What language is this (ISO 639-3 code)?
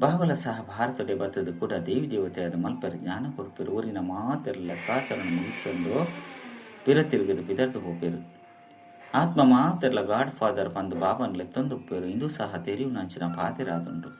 tcy